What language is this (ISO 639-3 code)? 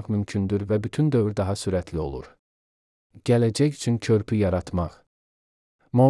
aze